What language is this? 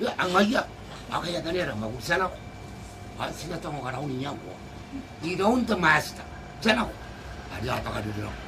Gilbertese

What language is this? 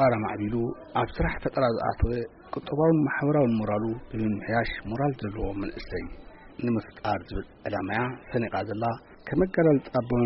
Tigrinya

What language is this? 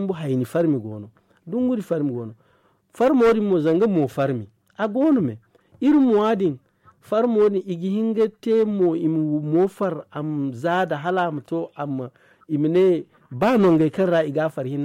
Zarma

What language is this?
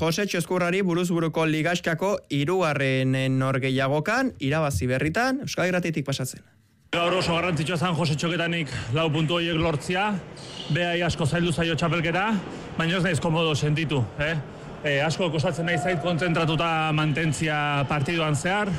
Basque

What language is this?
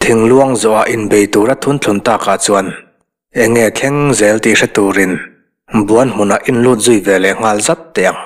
Mizo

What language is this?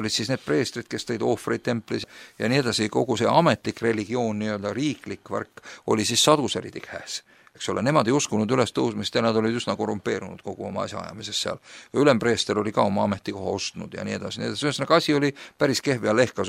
Estonian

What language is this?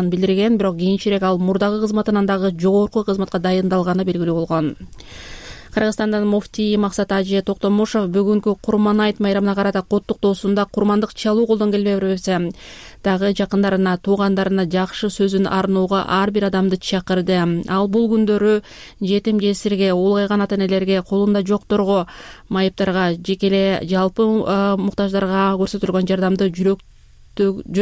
Kyrgyz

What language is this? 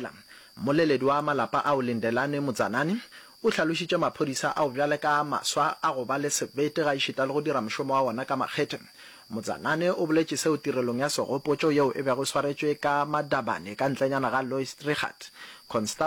Northern Sotho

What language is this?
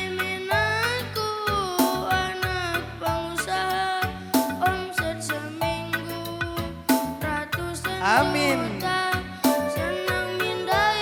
Batak Karo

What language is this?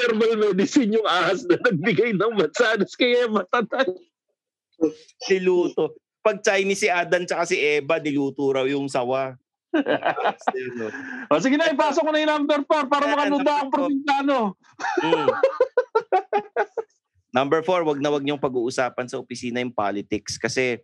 Filipino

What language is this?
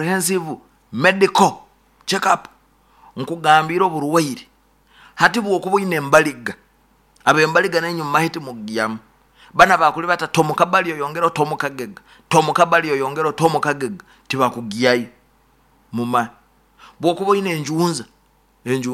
Nyoro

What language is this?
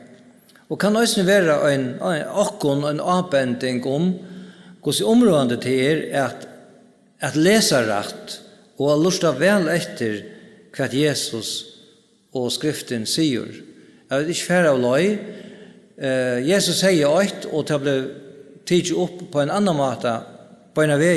Faroese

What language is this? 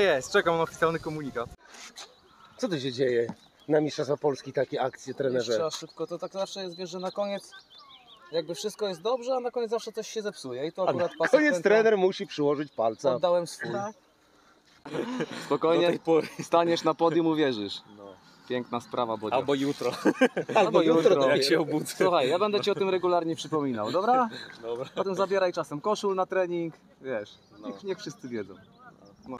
Polish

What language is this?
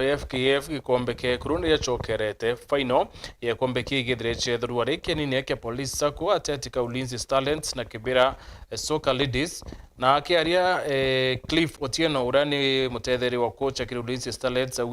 Meru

